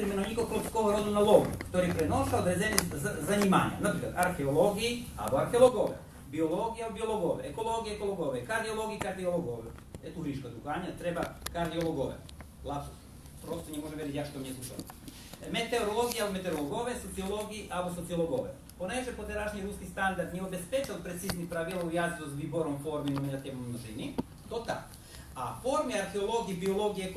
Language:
Rusyn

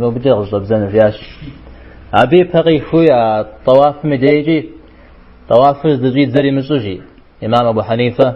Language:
Kabardian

